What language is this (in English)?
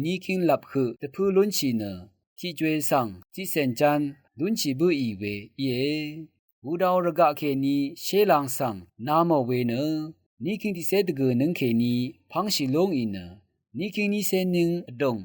Rawang